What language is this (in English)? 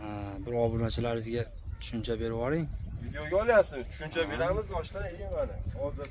Uzbek